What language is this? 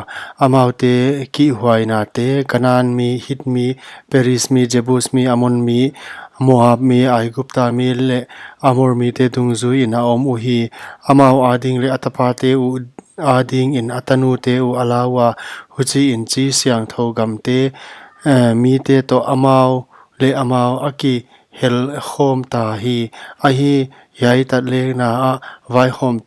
Paite Chin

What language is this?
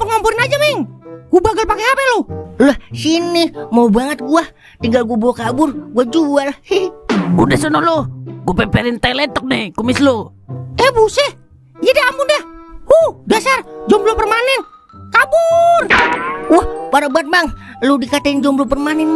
Betawi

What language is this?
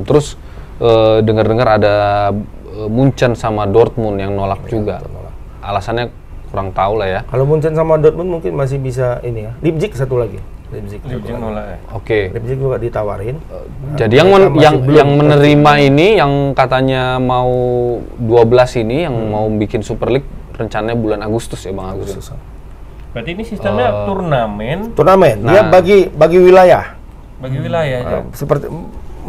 Indonesian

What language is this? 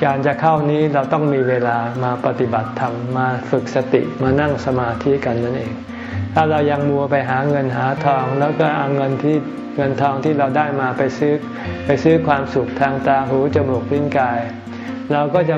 Thai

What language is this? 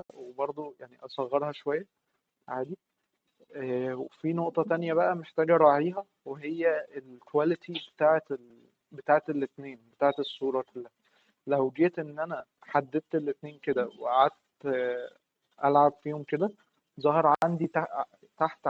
Egyptian Arabic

